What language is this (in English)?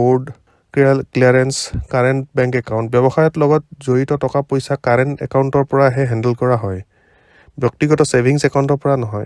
Assamese